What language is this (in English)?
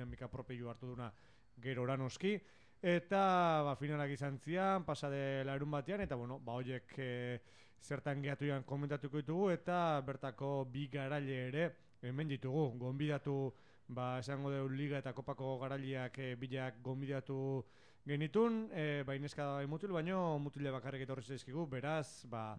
Basque